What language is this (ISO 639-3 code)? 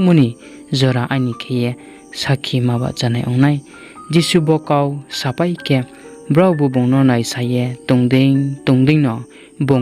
ria